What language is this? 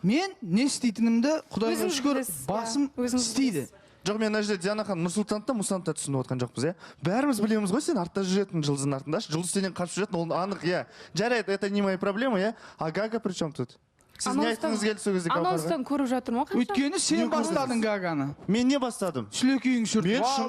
Kazakh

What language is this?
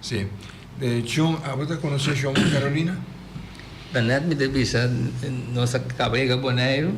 Papiamento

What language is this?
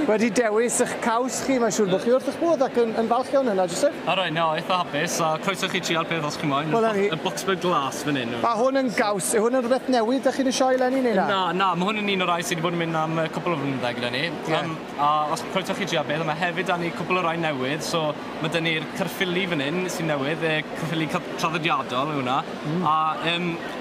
Welsh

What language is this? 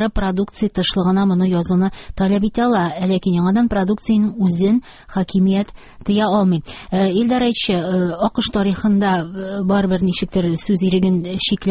Tatar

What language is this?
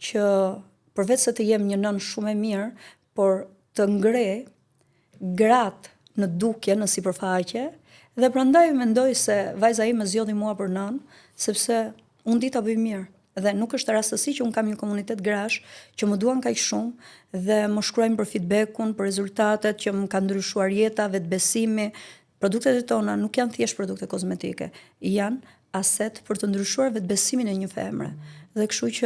Albanian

